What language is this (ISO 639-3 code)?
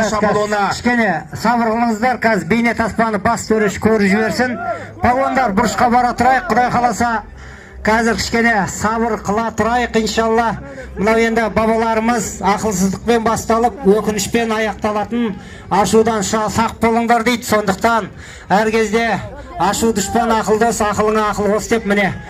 kaz